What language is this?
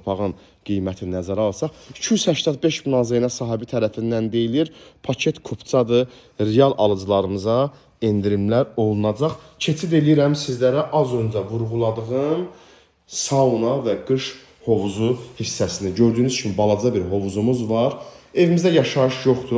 Azerbaijani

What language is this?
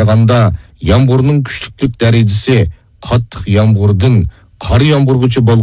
Uyghur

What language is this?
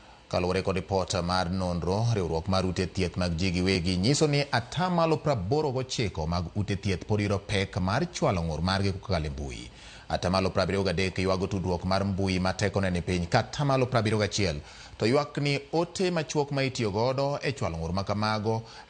Luo (Kenya and Tanzania)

